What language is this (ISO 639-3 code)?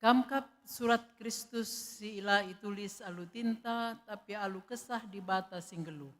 btx